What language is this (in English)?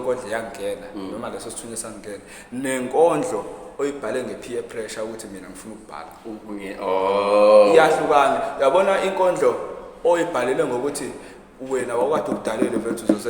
Zulu